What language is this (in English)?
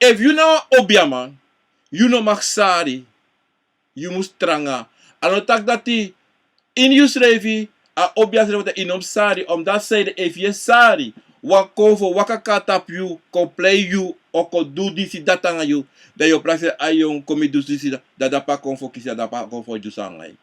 Sranan Tongo